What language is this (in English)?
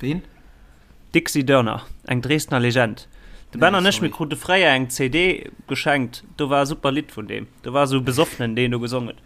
Luxembourgish